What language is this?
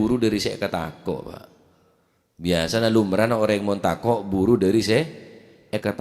Madurese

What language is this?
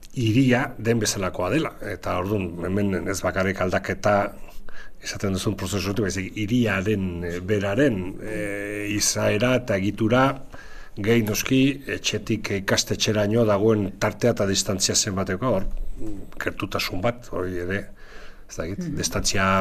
Basque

